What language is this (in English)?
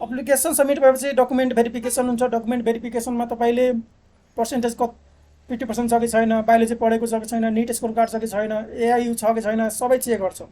Nepali